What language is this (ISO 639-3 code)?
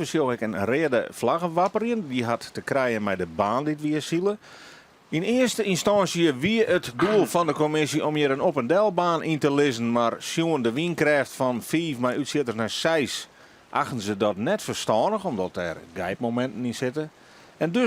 fry